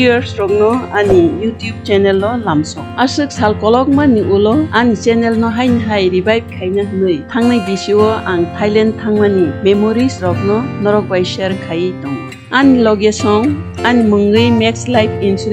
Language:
Kok Borok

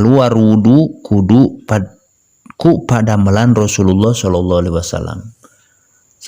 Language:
Sundanese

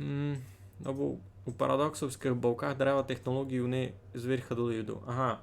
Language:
Rusyn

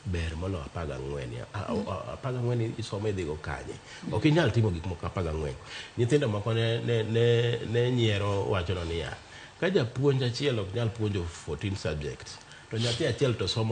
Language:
Luo (Kenya and Tanzania)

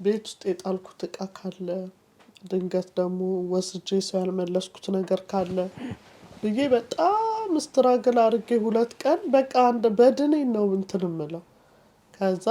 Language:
Amharic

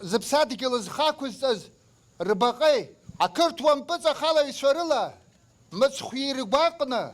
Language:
Abkhazian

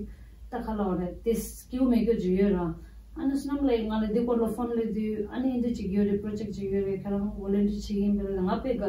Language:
Tibetan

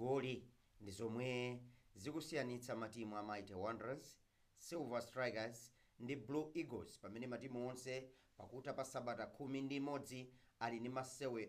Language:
Nyanja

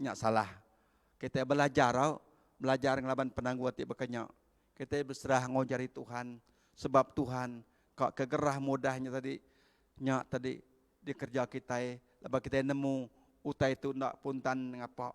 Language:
Iban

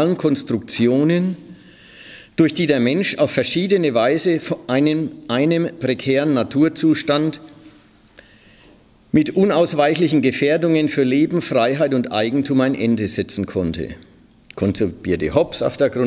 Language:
German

